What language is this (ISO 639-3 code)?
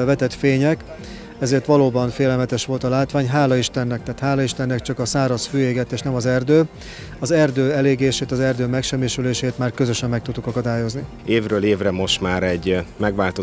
hun